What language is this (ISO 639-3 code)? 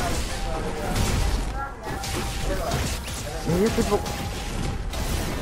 spa